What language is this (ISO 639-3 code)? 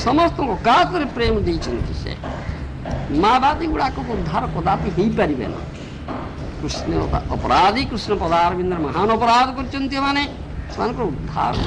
ori